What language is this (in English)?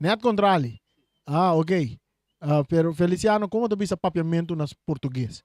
Papiamento